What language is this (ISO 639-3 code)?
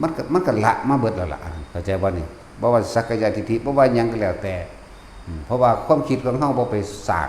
lao